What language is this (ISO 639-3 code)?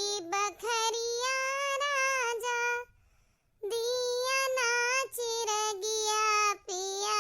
awa